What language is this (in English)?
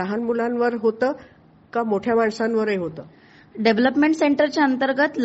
Marathi